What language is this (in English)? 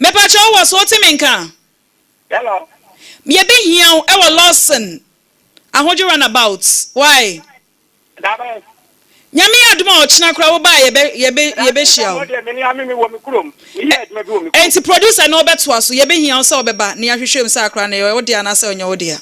Akan